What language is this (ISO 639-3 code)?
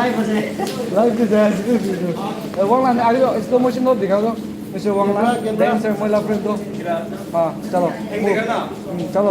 nag